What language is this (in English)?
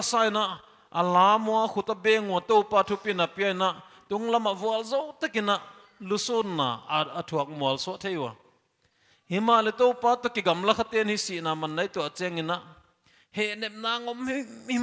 Paite Chin